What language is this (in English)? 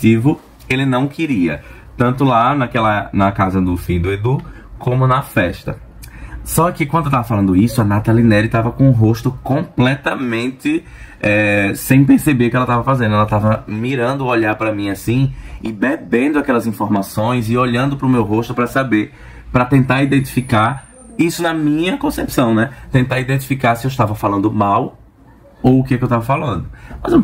Portuguese